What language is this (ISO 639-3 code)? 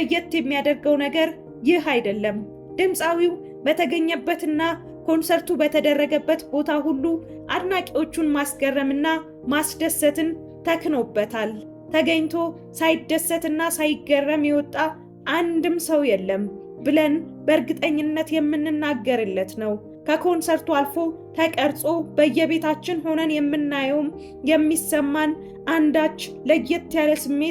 amh